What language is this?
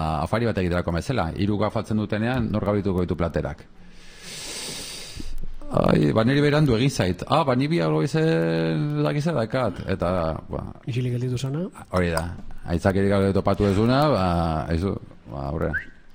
Basque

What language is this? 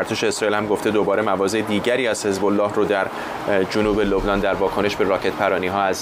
Persian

